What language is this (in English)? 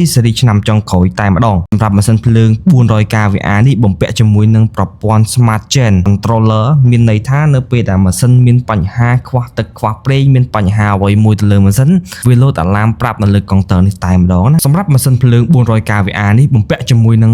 Khmer